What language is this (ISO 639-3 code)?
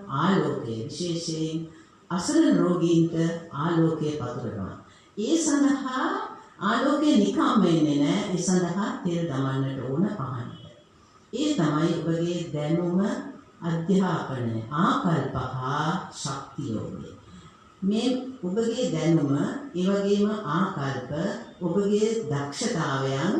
sin